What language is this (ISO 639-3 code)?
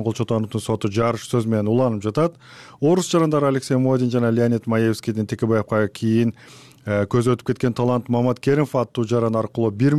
kir